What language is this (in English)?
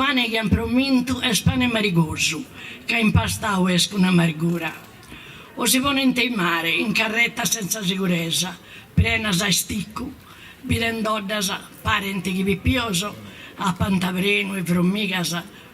Sardinian